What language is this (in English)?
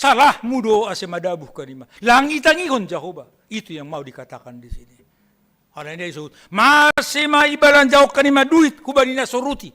Batak Simalungun